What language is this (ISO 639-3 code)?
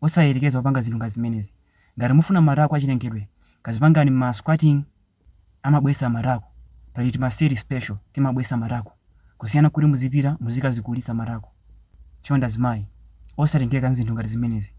nya